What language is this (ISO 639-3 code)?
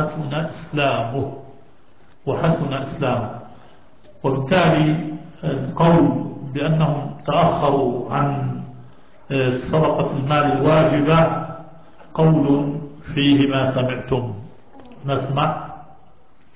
ara